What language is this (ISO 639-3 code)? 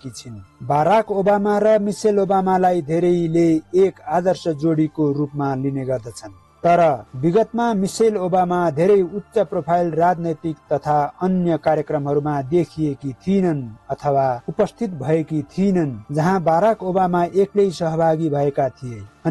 nep